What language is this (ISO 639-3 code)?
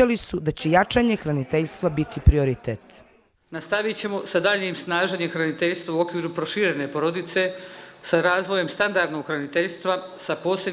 bos